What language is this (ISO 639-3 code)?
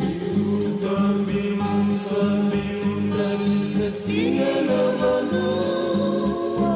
fij